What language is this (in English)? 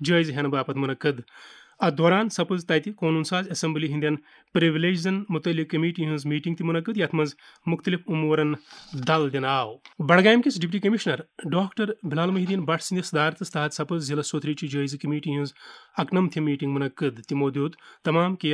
Kashmiri